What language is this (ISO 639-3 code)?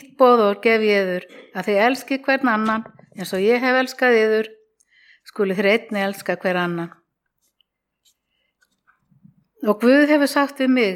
isl